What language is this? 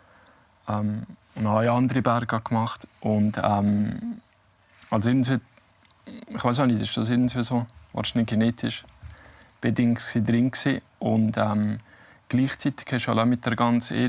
Swiss German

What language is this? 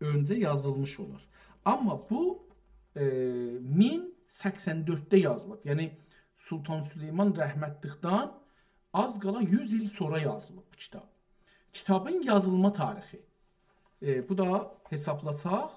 South Azerbaijani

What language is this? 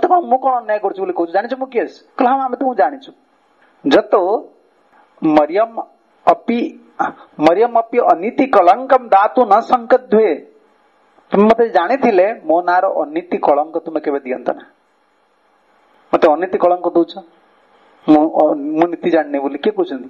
Odia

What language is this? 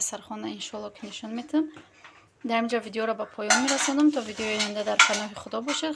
Tajik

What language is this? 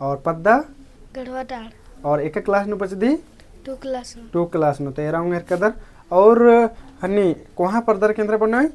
Kurukh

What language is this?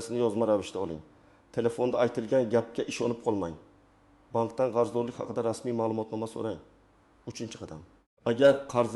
Uzbek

